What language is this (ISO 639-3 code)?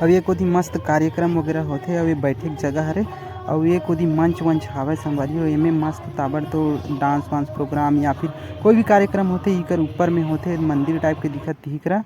hne